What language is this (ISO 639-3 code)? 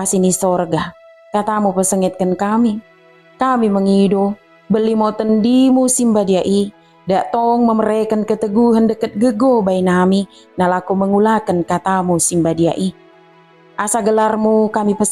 btd